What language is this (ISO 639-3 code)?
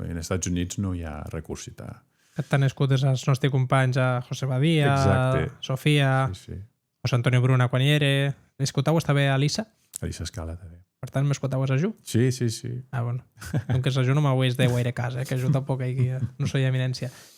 oci